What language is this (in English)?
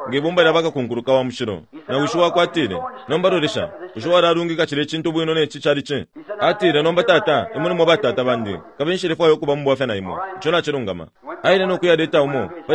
Bemba